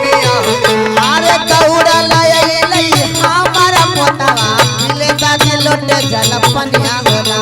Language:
Magahi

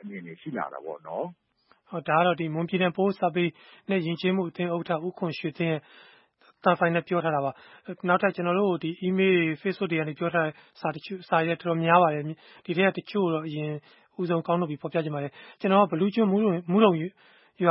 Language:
Burmese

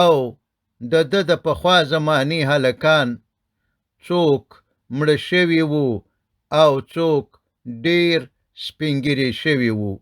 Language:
Pashto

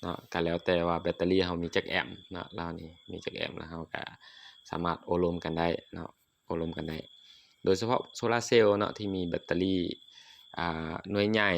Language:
Lao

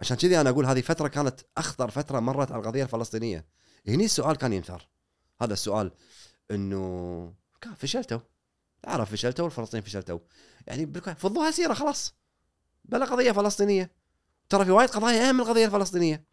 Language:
Gulf Arabic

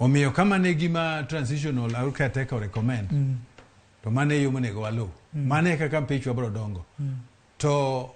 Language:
Luo (Kenya and Tanzania)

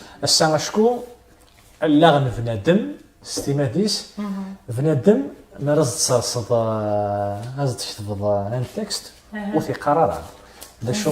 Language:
Kabyle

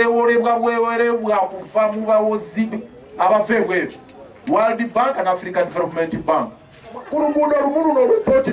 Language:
Ganda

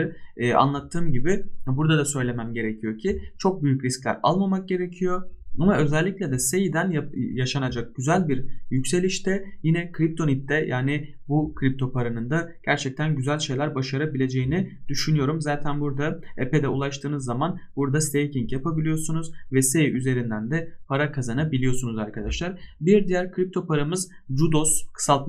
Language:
Turkish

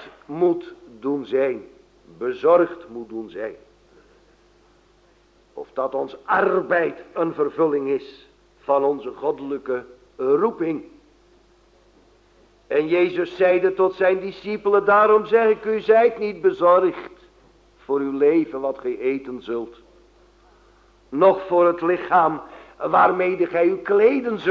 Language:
Dutch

